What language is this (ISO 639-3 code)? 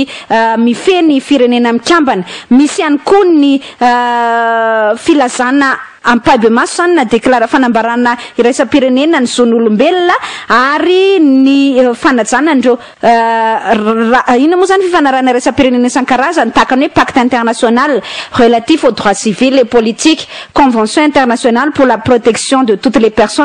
mlg